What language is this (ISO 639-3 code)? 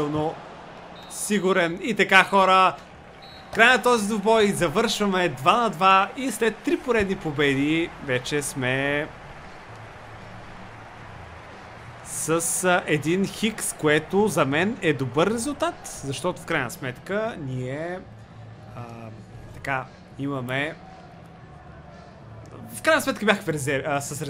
bul